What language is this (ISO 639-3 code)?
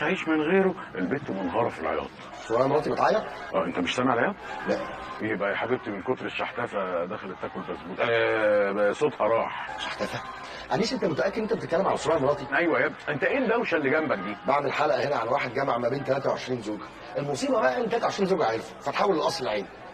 arz